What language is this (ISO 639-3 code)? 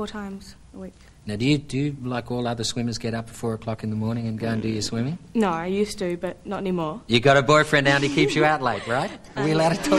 eng